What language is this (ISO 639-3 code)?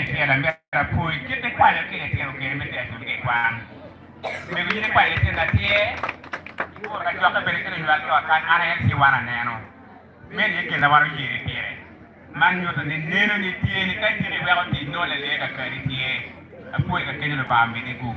ach